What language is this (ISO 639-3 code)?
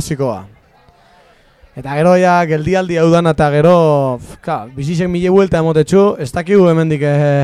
eus